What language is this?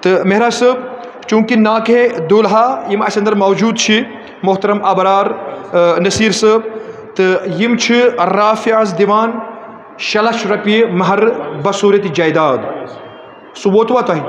Kashmiri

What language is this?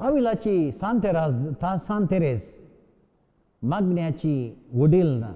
Konkani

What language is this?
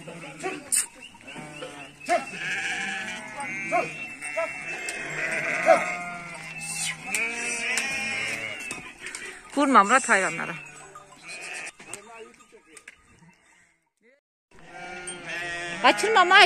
Turkish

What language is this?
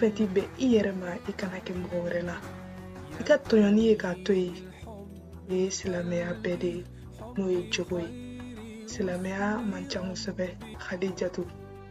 Bambara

